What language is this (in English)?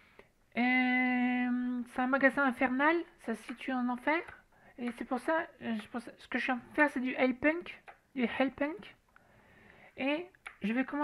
French